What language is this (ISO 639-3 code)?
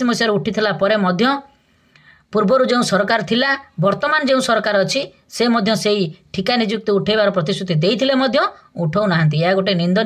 ori